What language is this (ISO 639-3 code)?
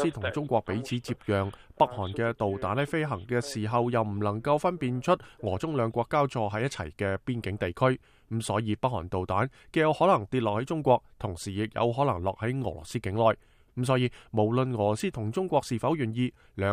yue